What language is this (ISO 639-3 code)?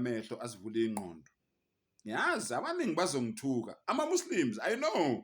zul